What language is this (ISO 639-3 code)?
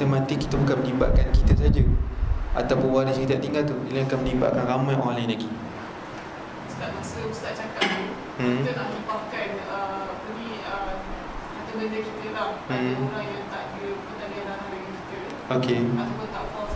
msa